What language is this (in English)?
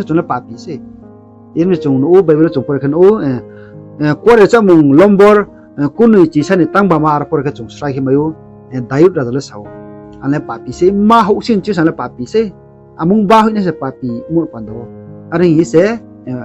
Riang (India)